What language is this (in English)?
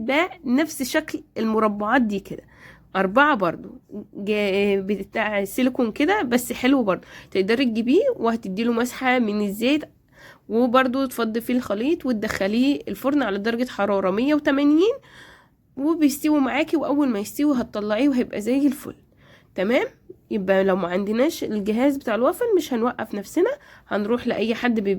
Egyptian Arabic